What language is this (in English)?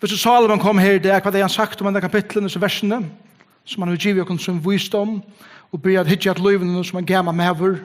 Faroese